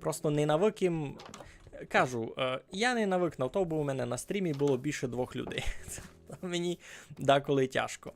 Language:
Rusyn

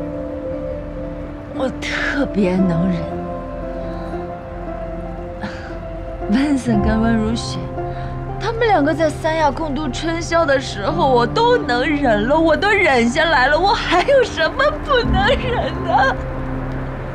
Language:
Chinese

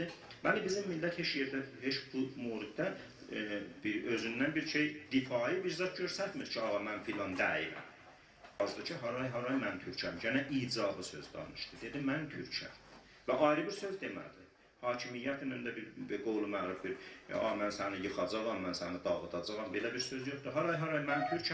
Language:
South Azerbaijani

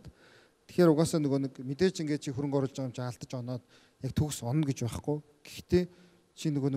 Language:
Mongolian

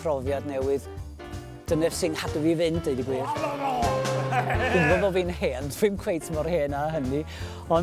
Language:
Welsh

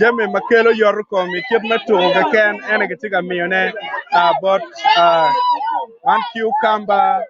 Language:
Acoli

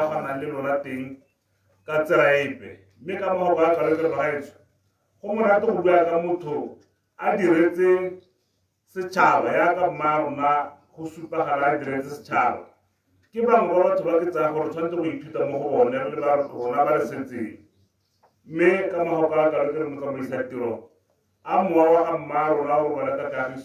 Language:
Tswana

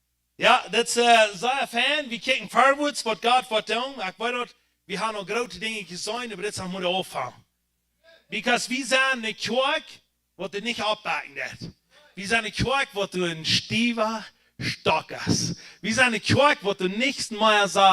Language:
Plautdietsch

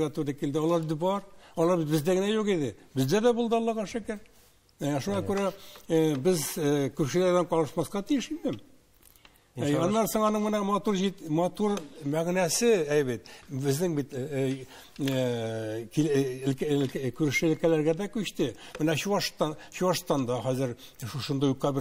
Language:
Tatar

